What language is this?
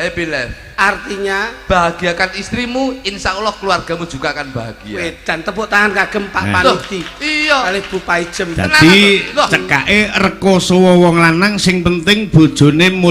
Javanese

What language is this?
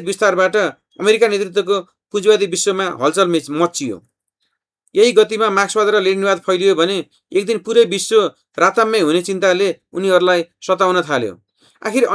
Nepali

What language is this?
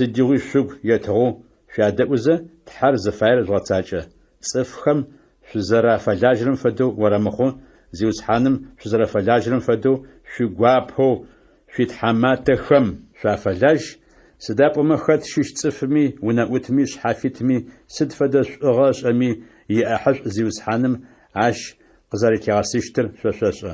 Adyghe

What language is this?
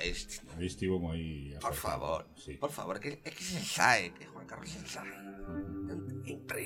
Galician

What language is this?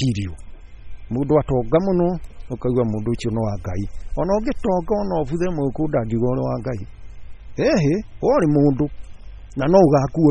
Kikuyu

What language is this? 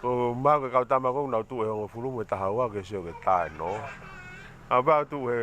Tongan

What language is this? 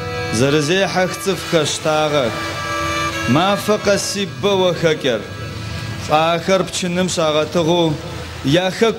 Adyghe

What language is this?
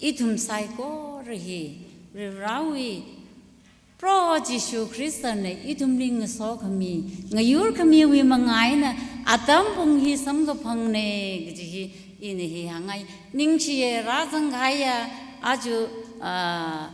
Tangkhul Naga (India)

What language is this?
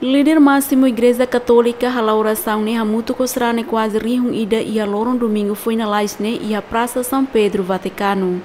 Tetum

